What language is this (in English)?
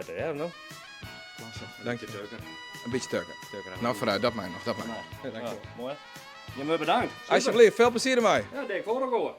Western Frisian